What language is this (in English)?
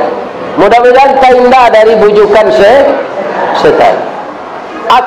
Minangkabau